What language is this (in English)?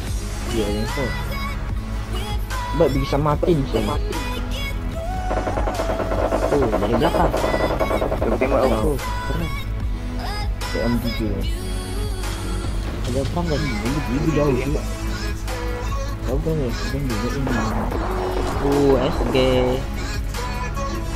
Malay